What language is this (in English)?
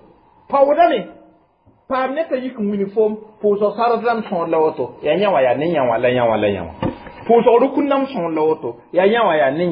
Mossi